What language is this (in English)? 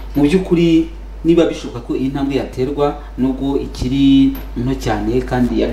Kinyarwanda